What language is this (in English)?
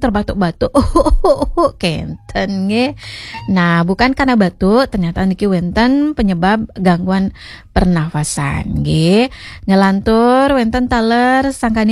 Balinese